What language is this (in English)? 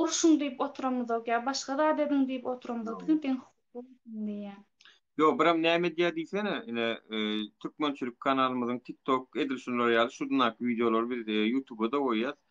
Turkmen